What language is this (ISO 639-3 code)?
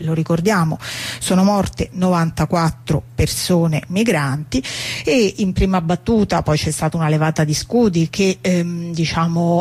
ita